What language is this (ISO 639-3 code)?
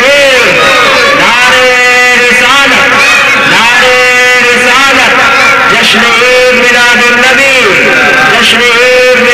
urd